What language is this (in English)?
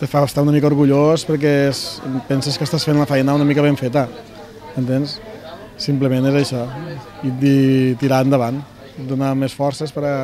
Catalan